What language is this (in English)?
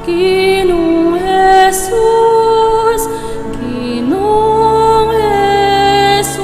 Pampanga